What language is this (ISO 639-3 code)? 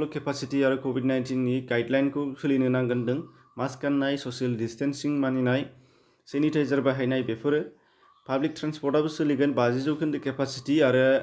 brx